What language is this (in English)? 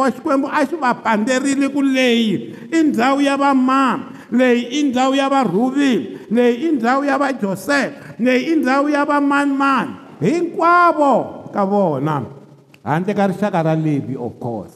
Tsonga